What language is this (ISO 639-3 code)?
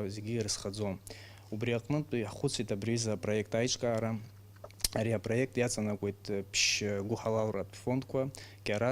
abk